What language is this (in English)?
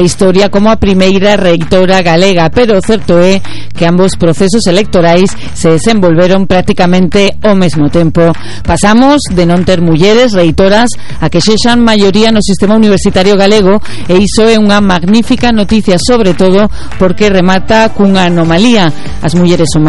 Galician